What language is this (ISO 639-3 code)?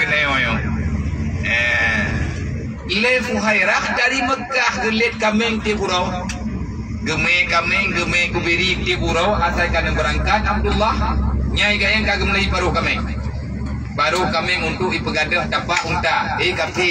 ace